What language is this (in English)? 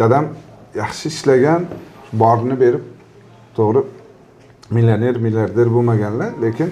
Uzbek